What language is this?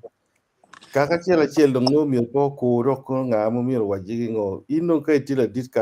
Acoli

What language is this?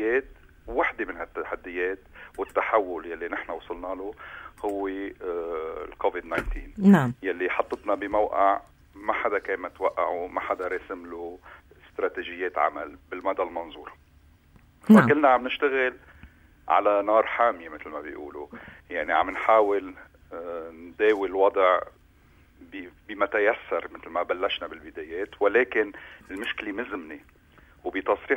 North Levantine Arabic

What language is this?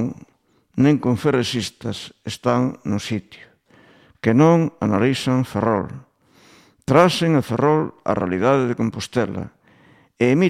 Galician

